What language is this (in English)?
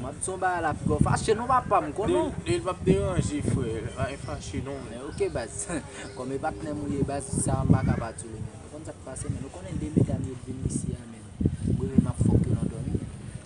Haitian Creole